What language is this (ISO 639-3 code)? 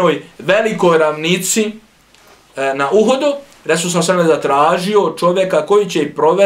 bos